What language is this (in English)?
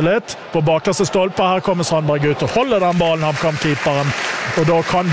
Norwegian